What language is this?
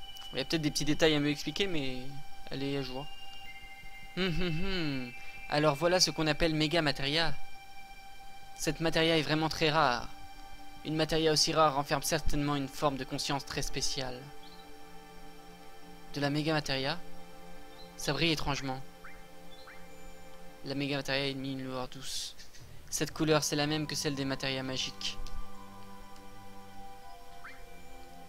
French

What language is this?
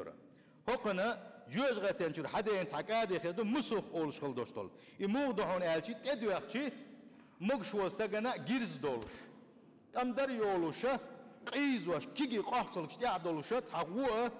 Chechen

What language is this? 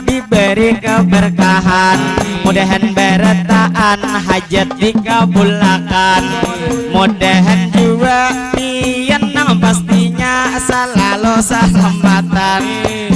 Banjar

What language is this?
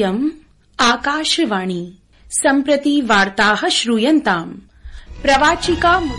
Sanskrit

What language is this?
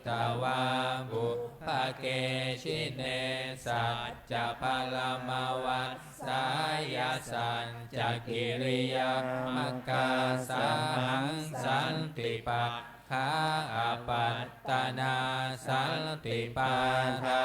Pali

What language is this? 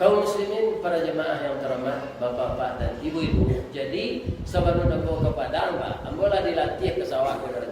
Minangkabau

